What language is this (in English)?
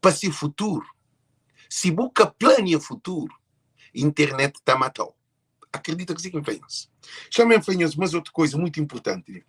Kabuverdianu